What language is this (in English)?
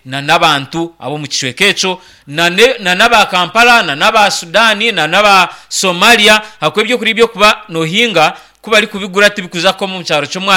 Nyankole